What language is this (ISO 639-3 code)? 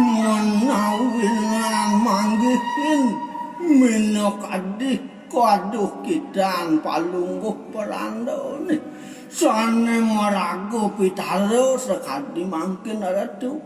ban